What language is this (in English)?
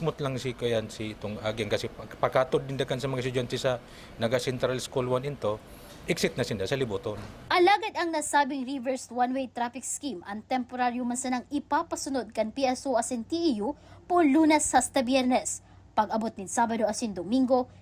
Bikol